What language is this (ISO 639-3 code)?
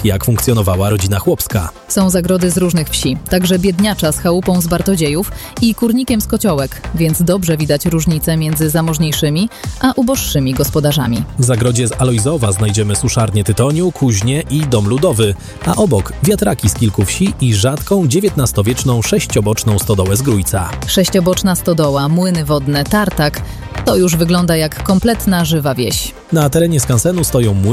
pol